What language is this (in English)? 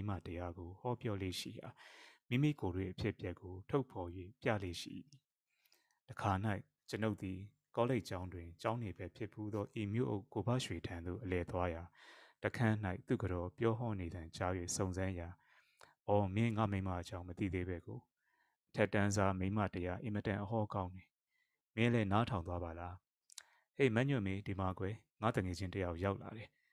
Burmese